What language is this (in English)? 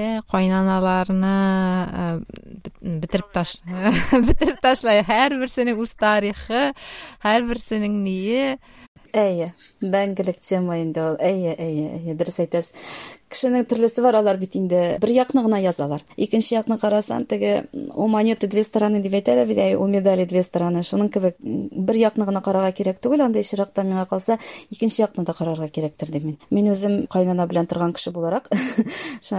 Tatar